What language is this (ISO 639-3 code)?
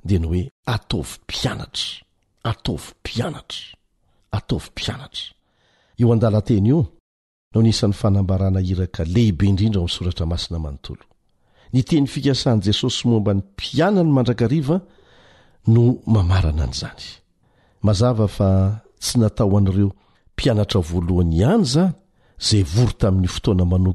mlg